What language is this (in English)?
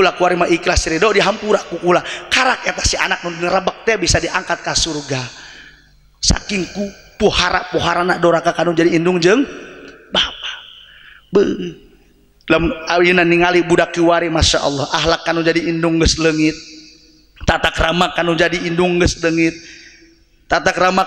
Sundanese